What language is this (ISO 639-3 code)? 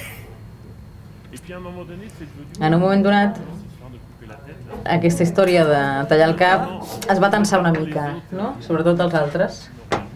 cat